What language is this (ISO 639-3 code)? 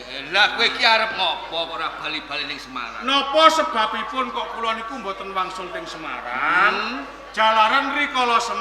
jav